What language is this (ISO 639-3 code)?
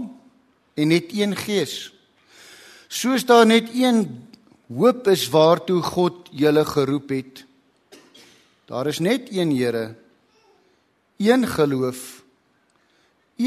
afr